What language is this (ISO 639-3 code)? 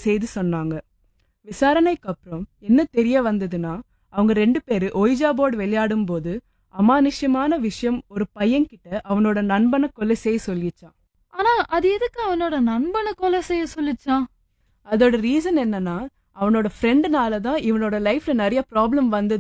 tam